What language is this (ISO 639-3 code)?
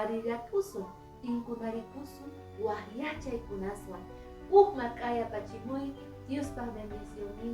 que